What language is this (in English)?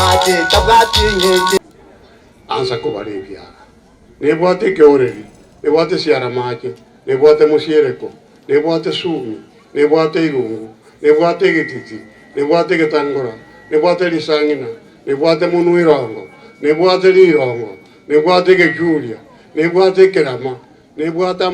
Gusii